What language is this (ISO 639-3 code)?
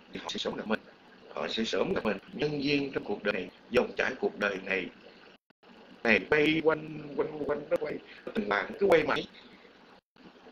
vie